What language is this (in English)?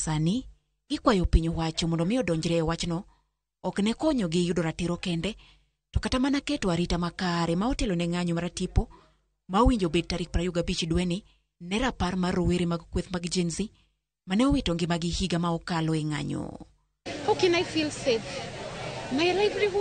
Luo (Kenya and Tanzania)